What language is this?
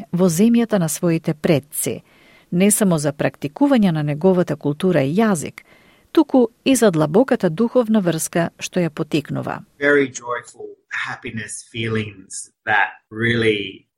Macedonian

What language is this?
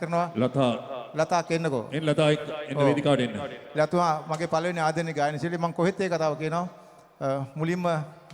Sinhala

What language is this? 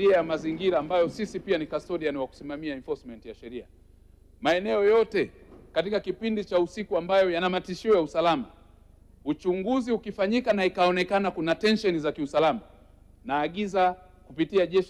Swahili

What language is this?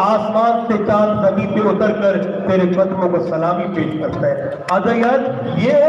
Saraiki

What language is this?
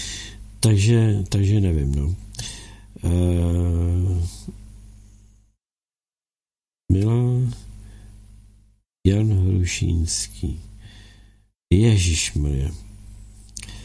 Czech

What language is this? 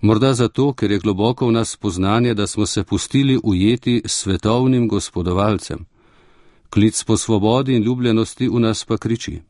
Slovenian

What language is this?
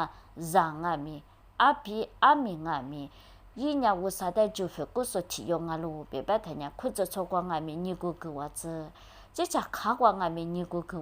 Lisu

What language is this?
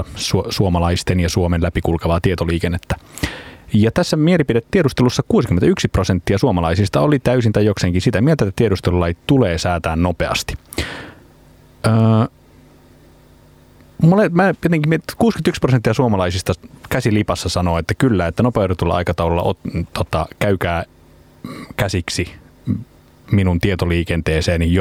Finnish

